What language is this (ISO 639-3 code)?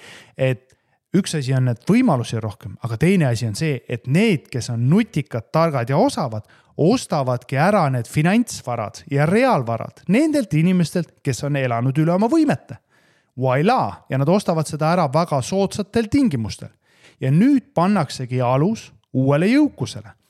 est